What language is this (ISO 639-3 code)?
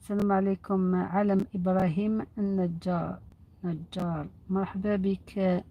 arq